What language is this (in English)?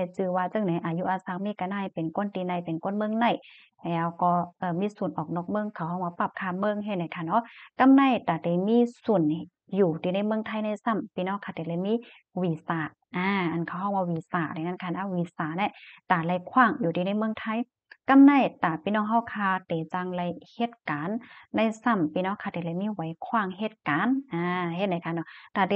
Shan